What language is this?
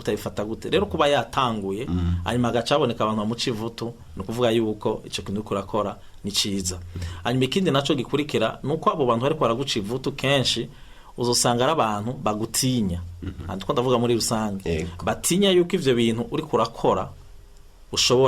Rundi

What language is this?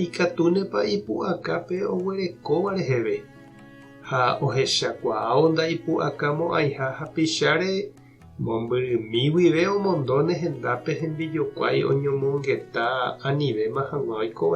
Guarani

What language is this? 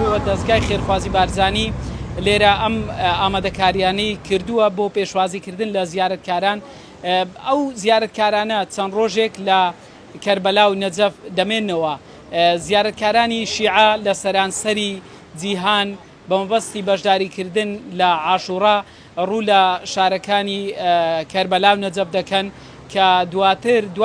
Central Kurdish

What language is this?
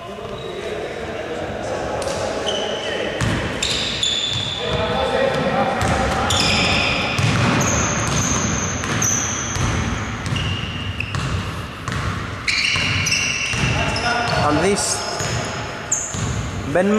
Greek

